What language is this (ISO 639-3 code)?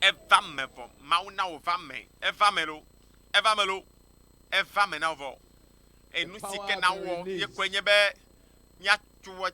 ewe